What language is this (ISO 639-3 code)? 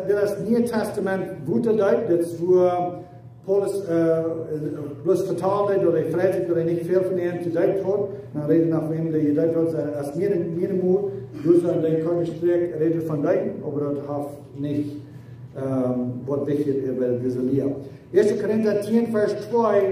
pdt